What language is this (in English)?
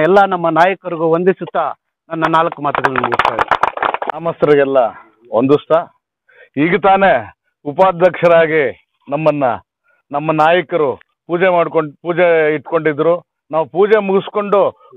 Kannada